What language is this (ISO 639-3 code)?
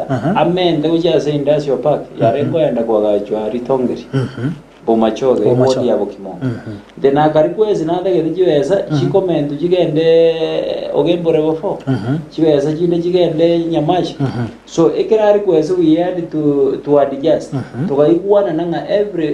guz